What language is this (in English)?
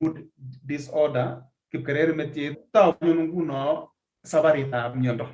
Kalenjin